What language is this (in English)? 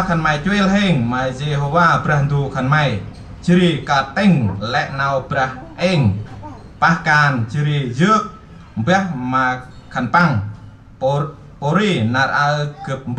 Central Mnong